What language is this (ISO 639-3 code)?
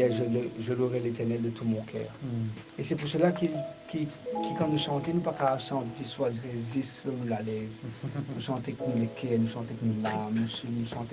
mfe